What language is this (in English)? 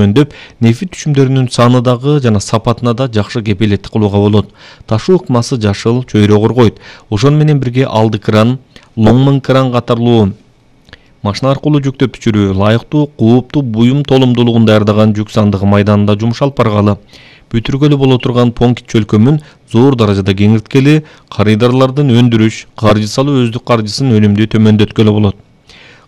Kyrgyz